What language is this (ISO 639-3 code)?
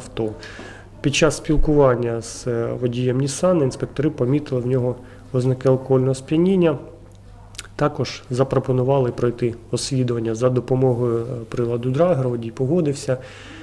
ukr